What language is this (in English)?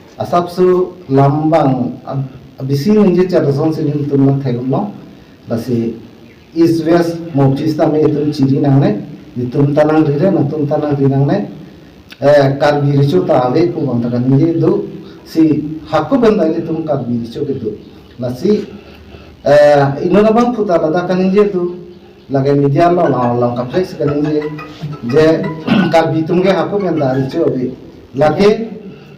Karbi